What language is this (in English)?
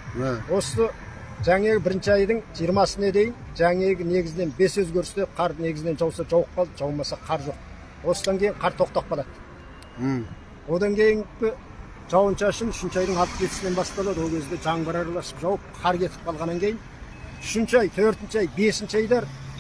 Kazakh